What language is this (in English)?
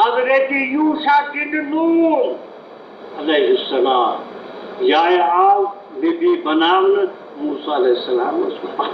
Kashmiri